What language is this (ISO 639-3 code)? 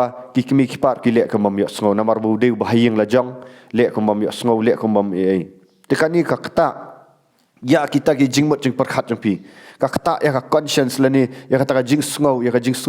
kha